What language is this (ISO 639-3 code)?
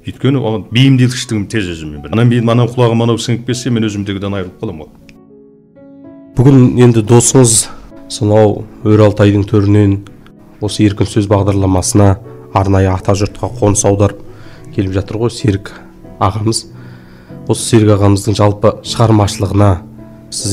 kaz